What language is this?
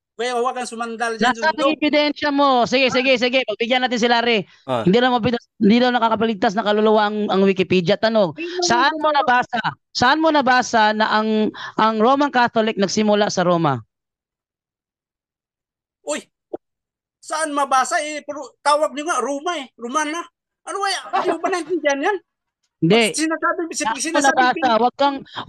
Filipino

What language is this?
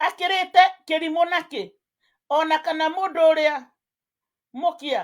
Kikuyu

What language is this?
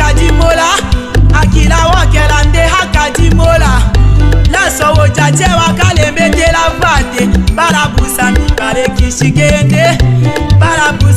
Tetela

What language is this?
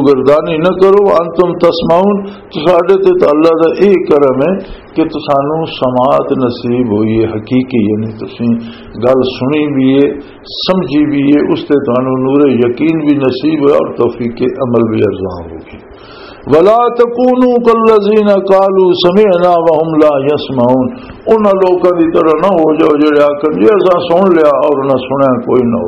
Western Panjabi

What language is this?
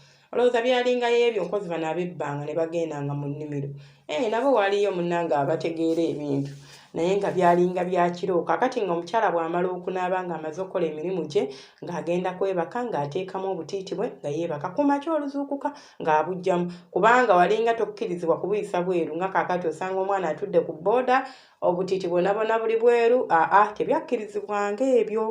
Ganda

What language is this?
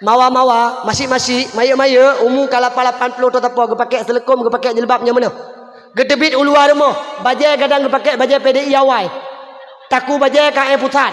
Achinese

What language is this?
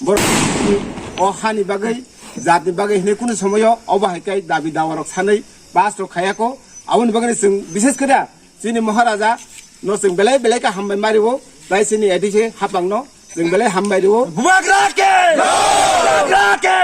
Kok Borok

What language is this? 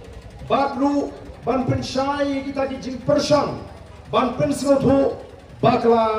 Khasi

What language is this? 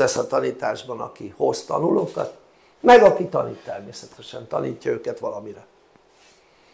Hungarian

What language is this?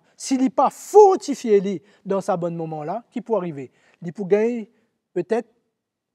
Morisyen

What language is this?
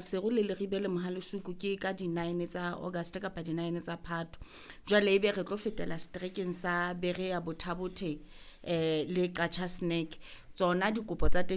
Southern Sotho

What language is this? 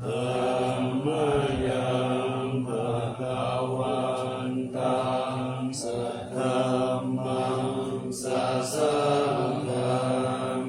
Pali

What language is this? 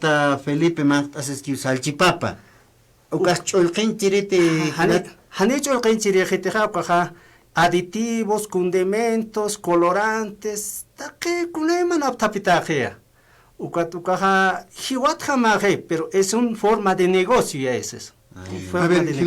Aymara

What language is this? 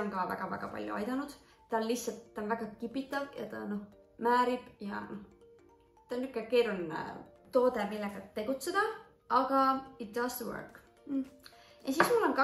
Estonian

